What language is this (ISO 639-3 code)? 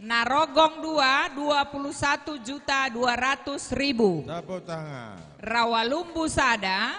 btx